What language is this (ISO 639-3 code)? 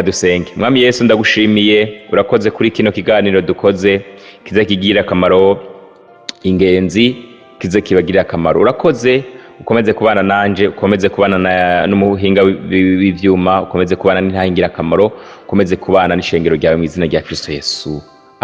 run